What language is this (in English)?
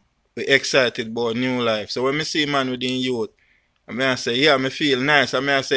Jamaican Creole English